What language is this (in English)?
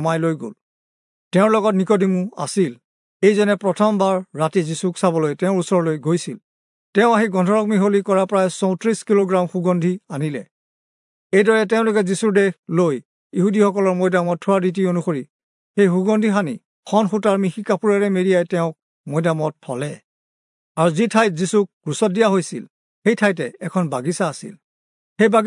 Assamese